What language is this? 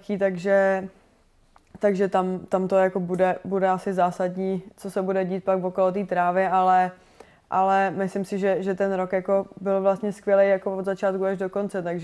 Czech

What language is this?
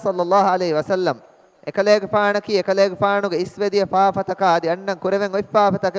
Divehi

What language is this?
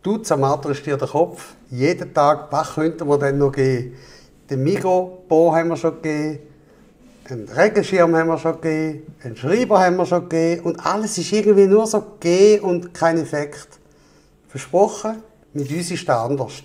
Swiss German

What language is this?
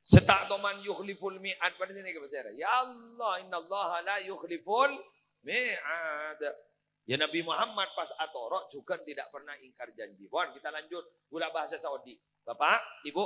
Madurese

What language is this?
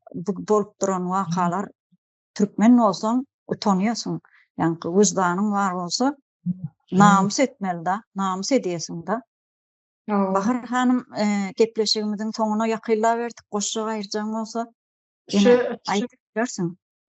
Turkmen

